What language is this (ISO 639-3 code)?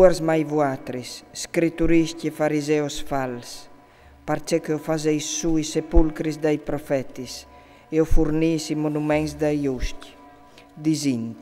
fur